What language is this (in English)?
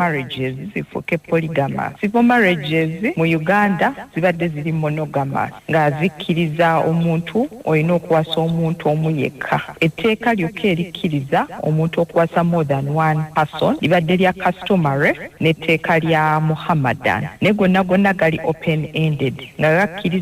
Ganda